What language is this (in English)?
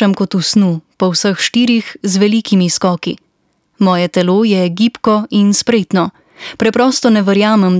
Slovenian